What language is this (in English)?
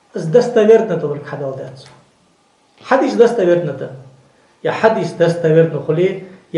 Ingush